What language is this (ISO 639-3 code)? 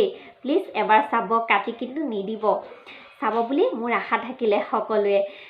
asm